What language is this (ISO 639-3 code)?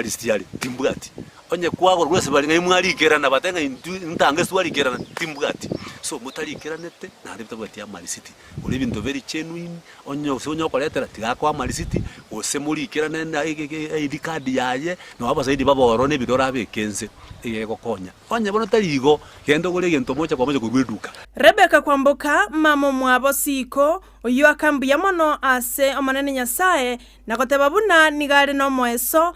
guz